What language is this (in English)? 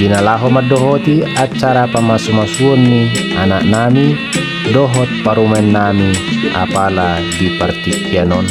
Batak Toba